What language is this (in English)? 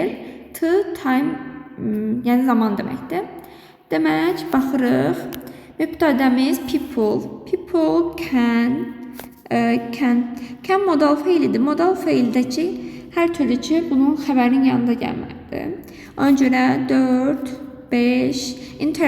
Azerbaijani